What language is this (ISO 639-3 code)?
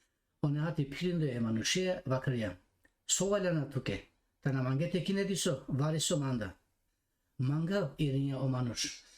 rmn